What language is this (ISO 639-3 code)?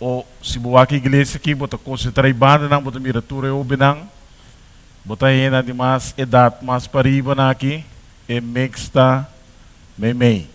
pap